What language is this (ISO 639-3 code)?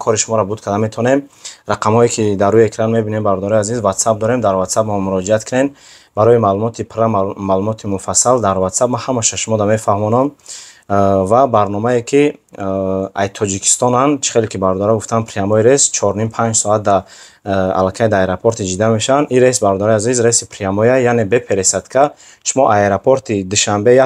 tgk